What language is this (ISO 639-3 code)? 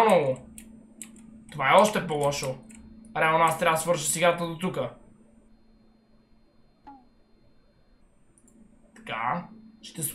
bul